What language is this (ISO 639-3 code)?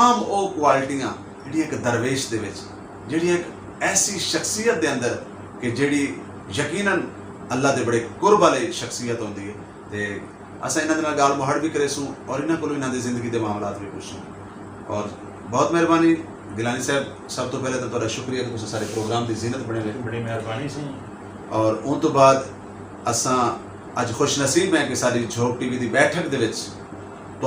skr